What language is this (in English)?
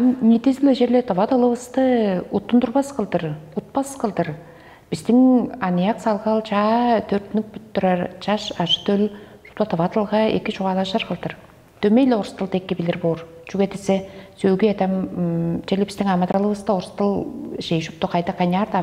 Tuvinian